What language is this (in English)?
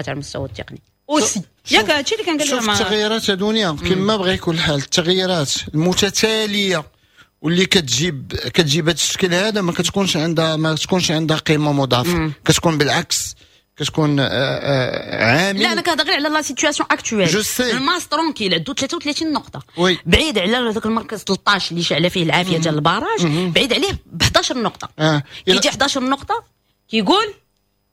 Moroccan Arabic